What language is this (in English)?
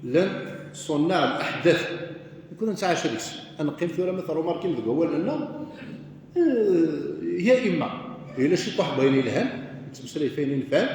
Kabyle